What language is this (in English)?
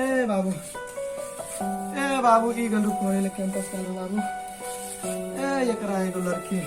Maithili